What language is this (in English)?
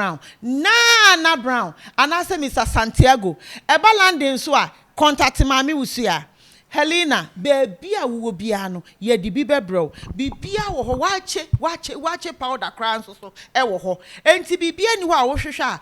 Akan